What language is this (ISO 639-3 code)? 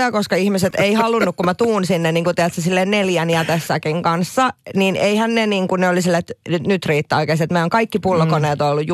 fin